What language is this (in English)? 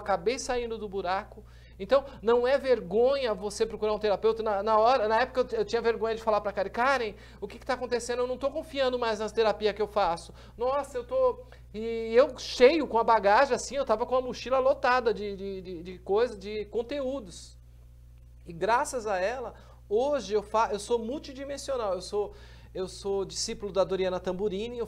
Portuguese